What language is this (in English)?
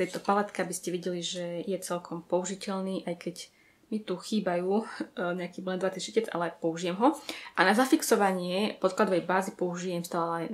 Slovak